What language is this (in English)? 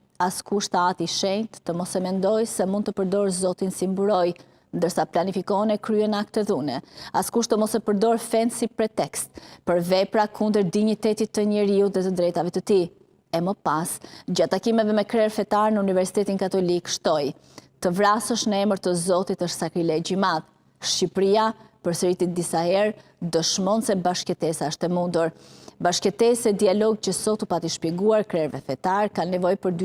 Albanian